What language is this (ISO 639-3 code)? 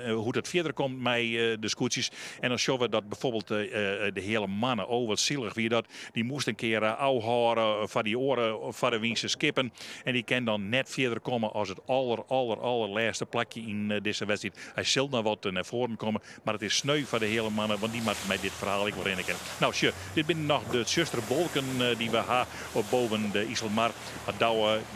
fry